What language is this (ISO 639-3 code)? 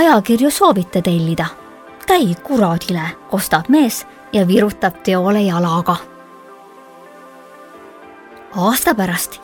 est